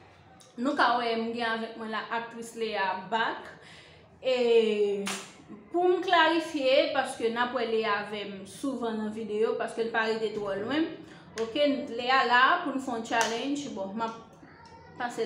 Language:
Haitian Creole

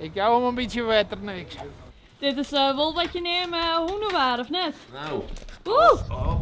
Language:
Western Frisian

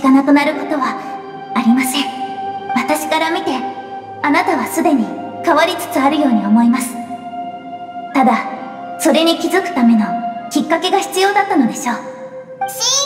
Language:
Japanese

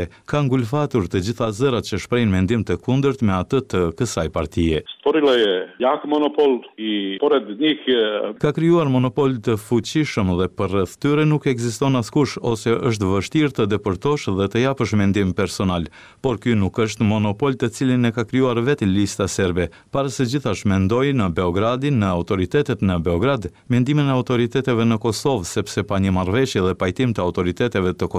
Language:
Albanian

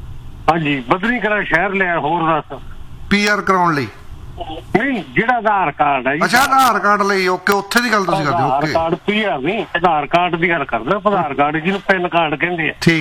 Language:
Punjabi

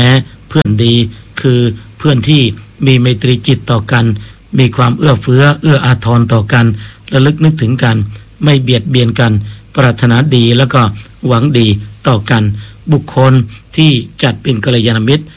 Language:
Thai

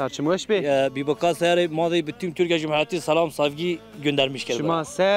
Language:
Zaza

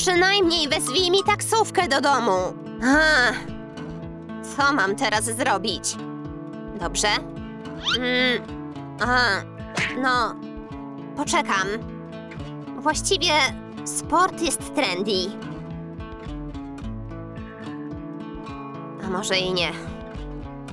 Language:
Polish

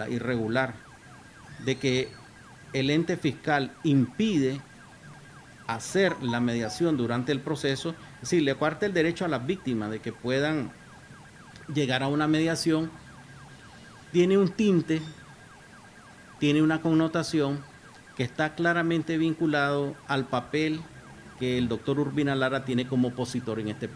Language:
Spanish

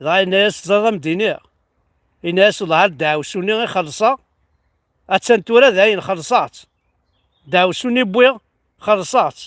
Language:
Kabyle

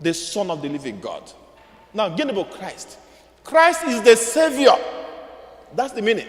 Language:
Igbo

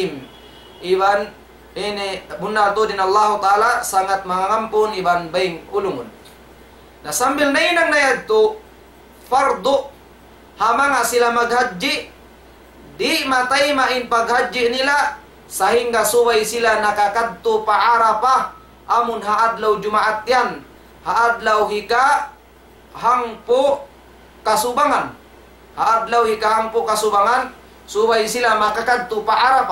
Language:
Tausug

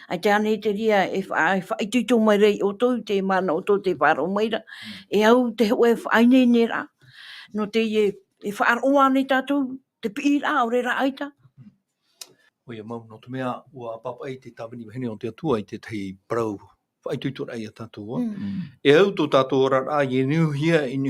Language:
Tahitian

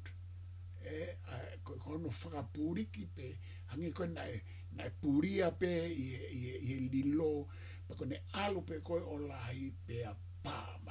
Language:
Tongan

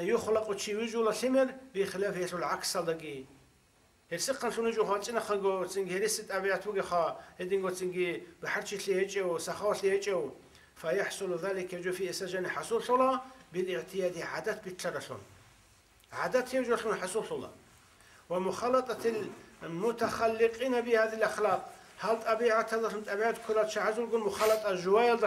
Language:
Avaric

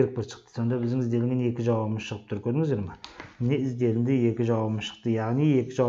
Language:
Kazakh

